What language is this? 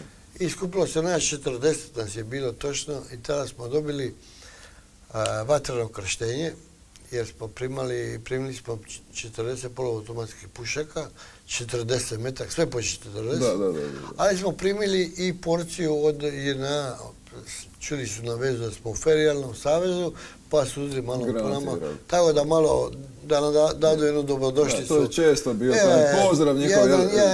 Croatian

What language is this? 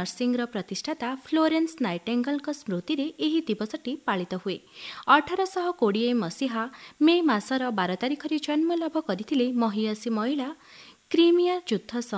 Odia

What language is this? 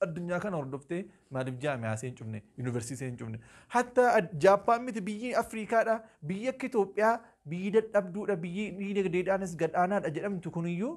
Oromo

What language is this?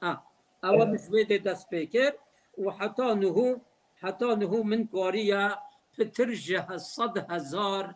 Kurdish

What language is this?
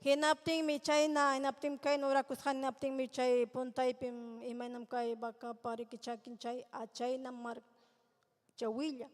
Ayacucho Quechua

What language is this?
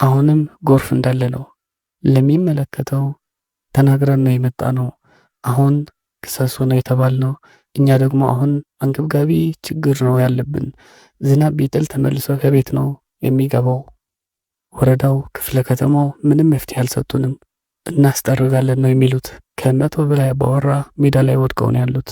Amharic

